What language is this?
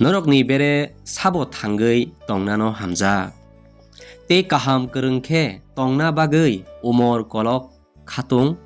Kok Borok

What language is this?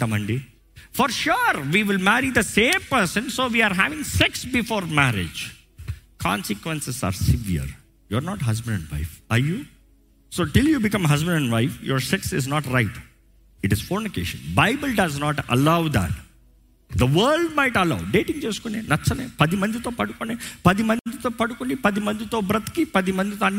Telugu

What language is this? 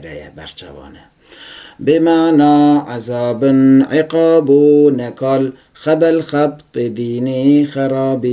Kurdish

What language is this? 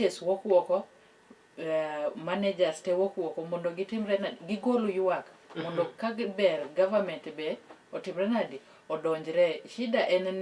Luo (Kenya and Tanzania)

